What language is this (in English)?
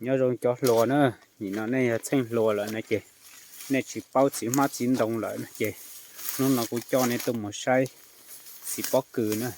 Hmong